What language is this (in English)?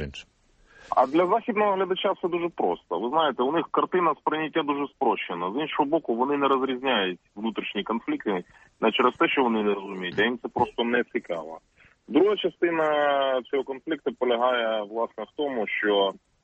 Ukrainian